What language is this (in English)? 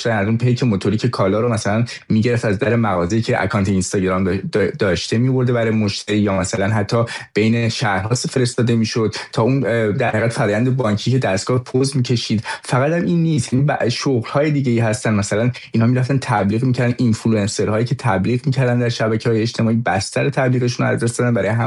Persian